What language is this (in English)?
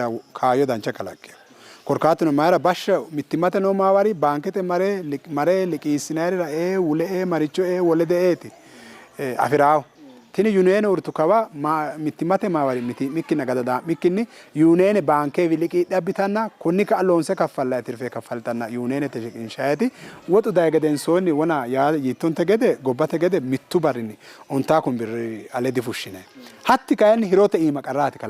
Sidamo